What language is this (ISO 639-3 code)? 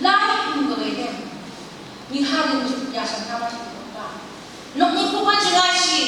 nph